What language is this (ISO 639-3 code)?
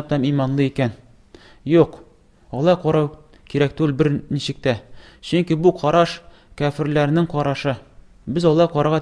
tat